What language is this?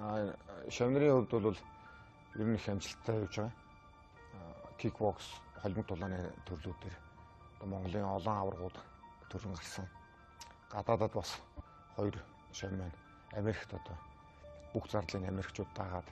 Mongolian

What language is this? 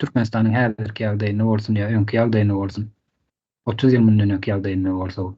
Turkmen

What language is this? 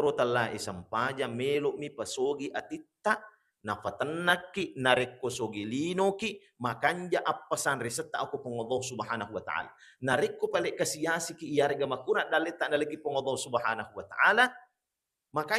Buginese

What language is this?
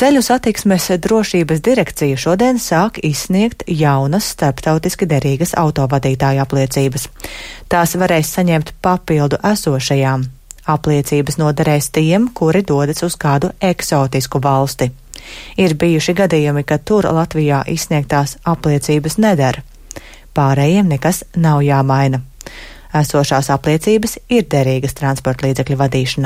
Latvian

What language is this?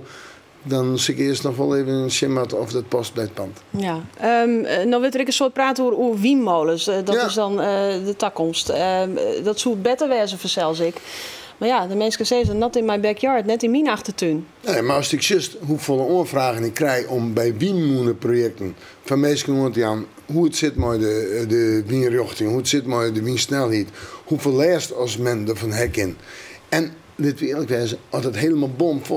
Western Frisian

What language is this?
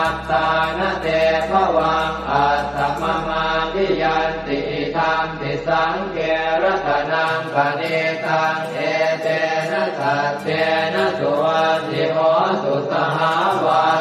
Pali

